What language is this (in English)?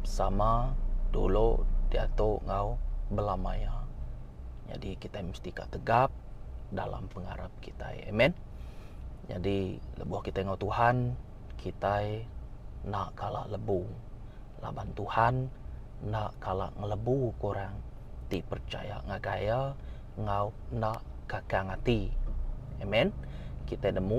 Iban